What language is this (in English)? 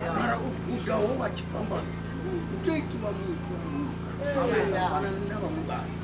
Venda